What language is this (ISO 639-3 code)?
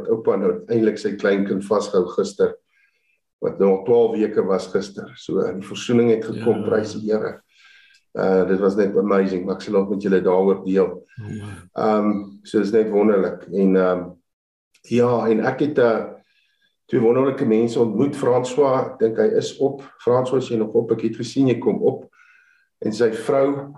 afr